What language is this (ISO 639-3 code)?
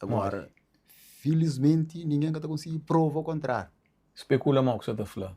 kea